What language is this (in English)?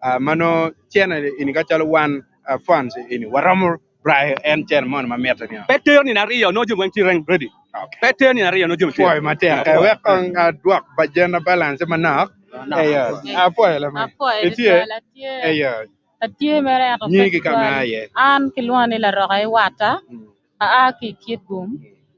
Acoli